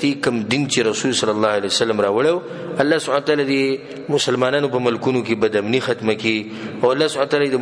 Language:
Pashto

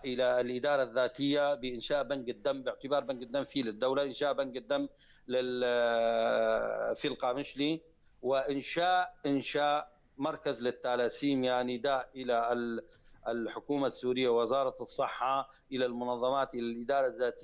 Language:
North Levantine Arabic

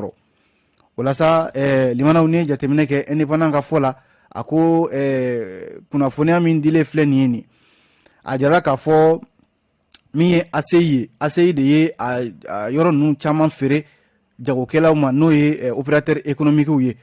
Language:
Bambara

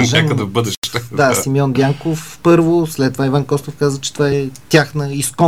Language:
Bulgarian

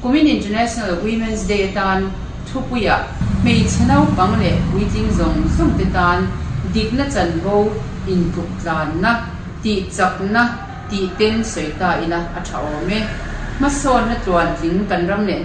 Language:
Mizo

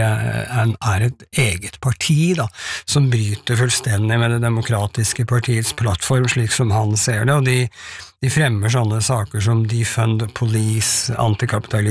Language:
Norwegian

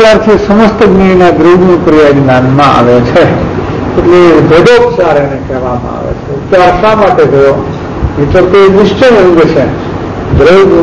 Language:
Gujarati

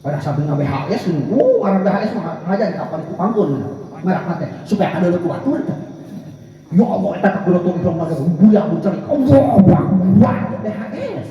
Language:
Sundanese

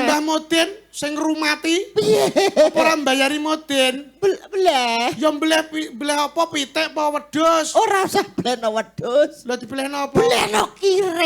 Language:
Javanese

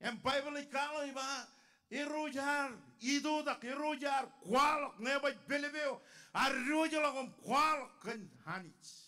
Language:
Marshallese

